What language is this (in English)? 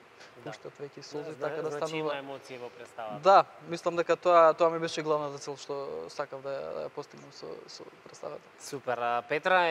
Macedonian